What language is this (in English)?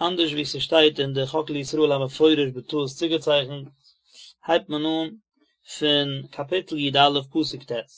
Yiddish